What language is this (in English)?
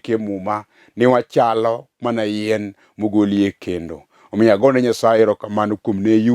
Luo (Kenya and Tanzania)